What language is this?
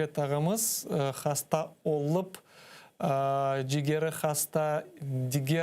Crimean Tatar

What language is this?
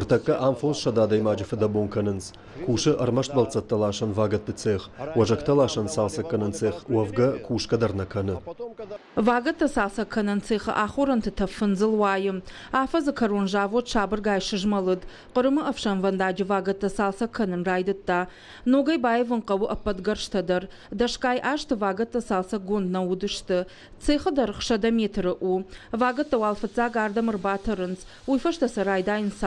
Ossetic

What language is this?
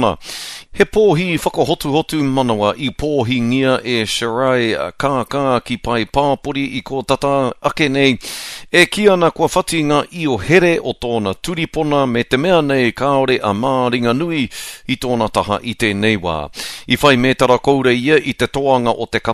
Māori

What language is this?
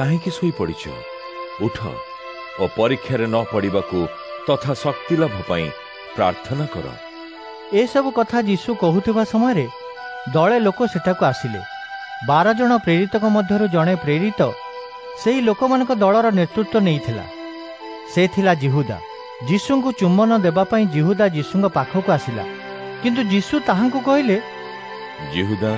Odia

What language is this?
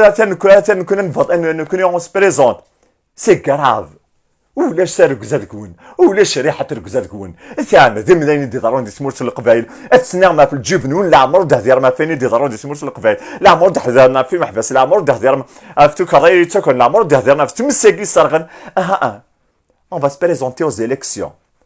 Kabyle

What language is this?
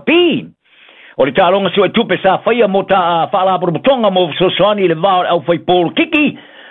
Samoan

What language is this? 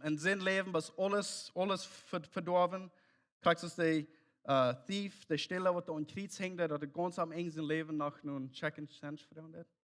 Plautdietsch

